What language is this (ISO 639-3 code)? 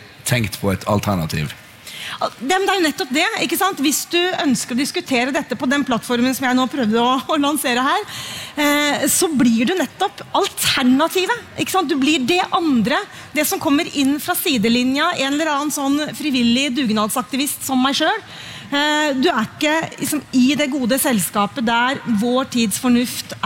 nor